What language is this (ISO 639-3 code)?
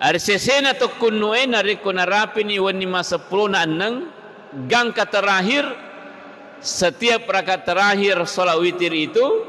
bug